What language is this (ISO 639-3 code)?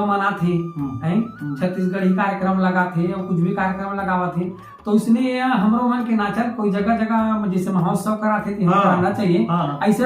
hne